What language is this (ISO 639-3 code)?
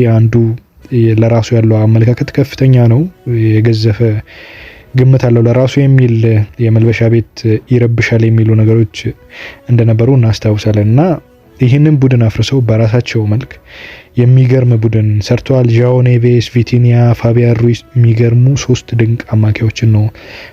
amh